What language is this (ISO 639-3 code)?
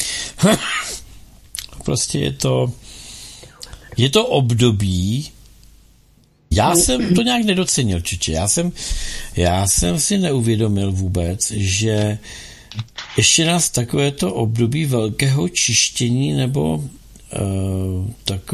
ces